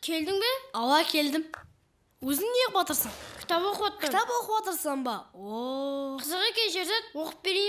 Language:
Kara-Kalpak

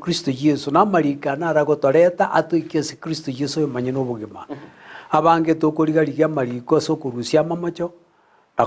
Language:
Gusii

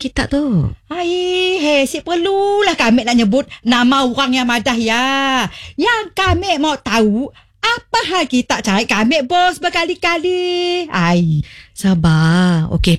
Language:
Malay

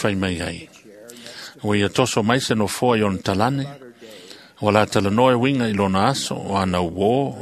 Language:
Samoan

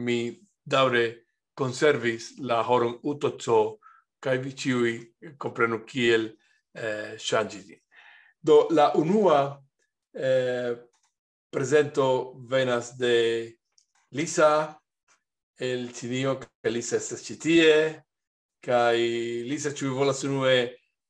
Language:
Esperanto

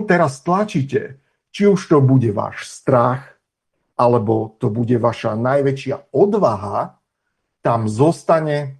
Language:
Slovak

